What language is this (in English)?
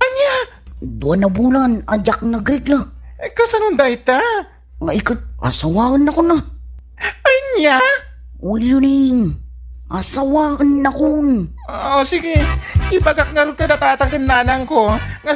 Iloko